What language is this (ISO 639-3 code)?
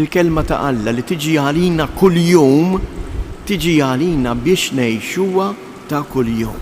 mlt